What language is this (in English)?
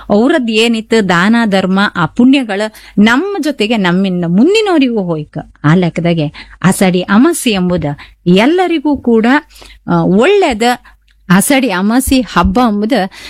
Kannada